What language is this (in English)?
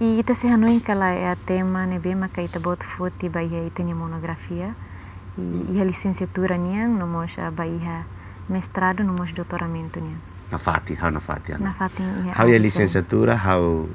Tetum